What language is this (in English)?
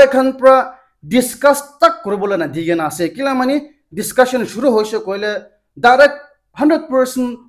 Naga Pidgin